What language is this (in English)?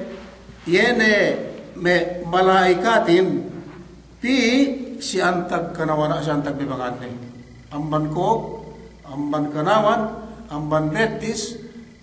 Yakan